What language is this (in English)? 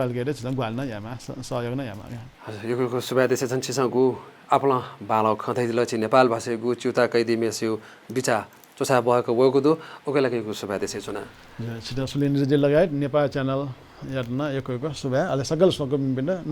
Newari